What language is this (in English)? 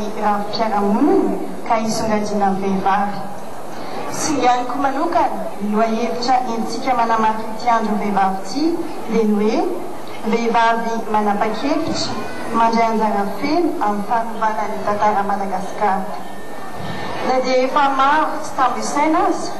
Malagasy